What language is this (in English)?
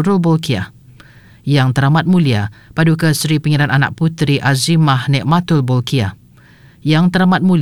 Malay